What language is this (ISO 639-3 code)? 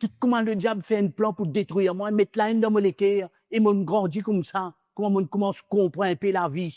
mfe